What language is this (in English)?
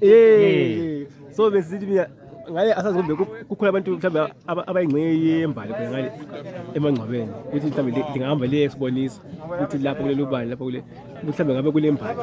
Zulu